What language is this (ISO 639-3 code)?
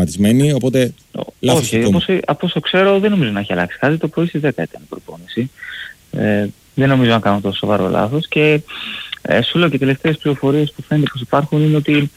ell